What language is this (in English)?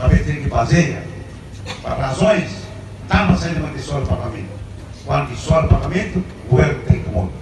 Tetum